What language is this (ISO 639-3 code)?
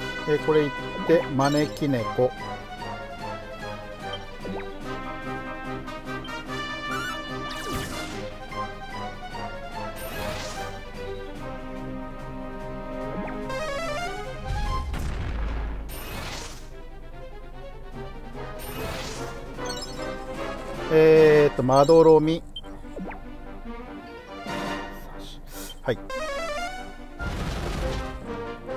jpn